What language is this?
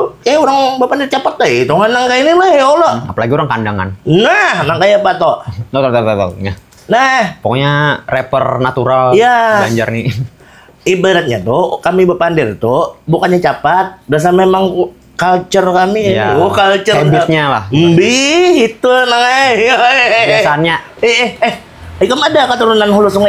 Banjar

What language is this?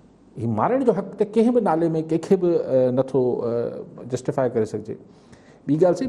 Sindhi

